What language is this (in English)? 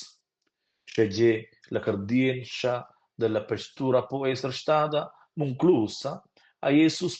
Romansh